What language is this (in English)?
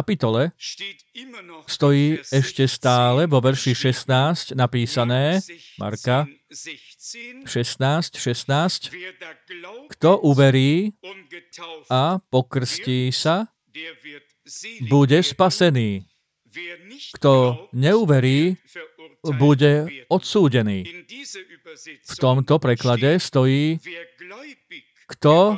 Slovak